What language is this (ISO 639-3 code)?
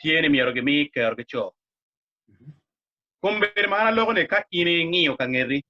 ach